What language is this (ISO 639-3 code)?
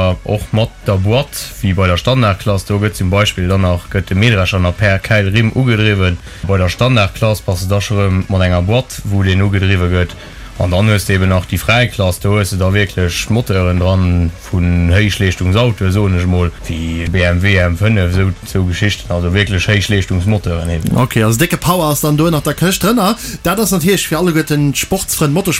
ltz